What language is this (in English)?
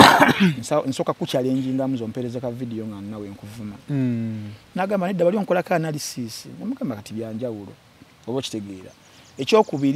Ganda